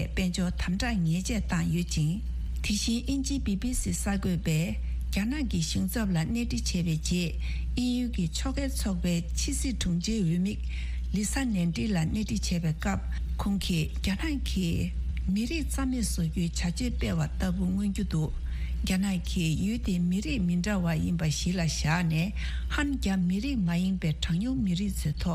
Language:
Tibetan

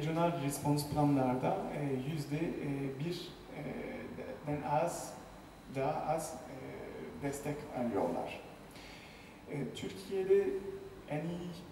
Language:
Turkish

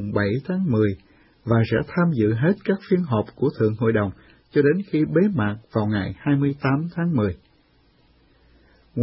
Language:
Vietnamese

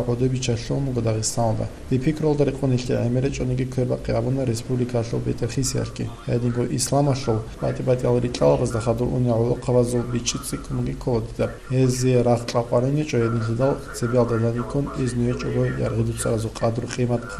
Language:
Avaric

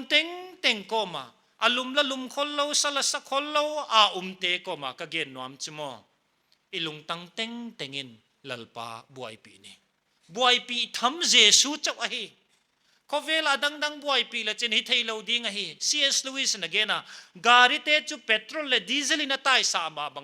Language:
Paite Chin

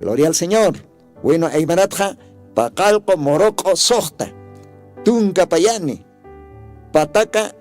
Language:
Aymara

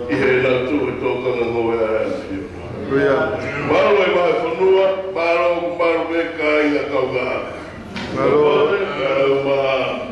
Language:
Tongan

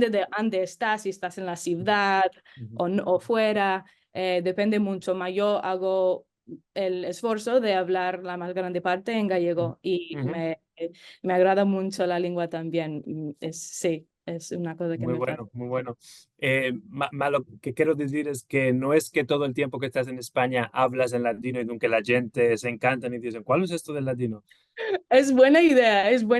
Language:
Ladino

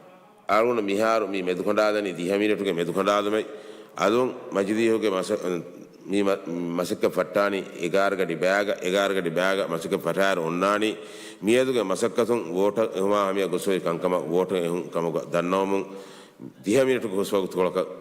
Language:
Divehi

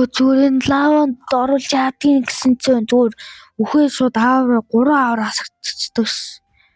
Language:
Mongolian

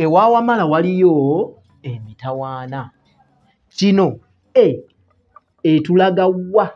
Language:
Ganda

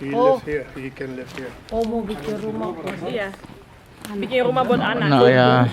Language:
Ambonese Malay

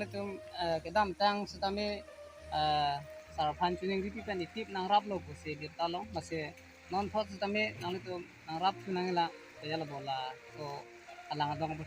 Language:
Karbi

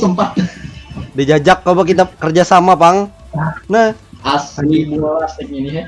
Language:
Banjar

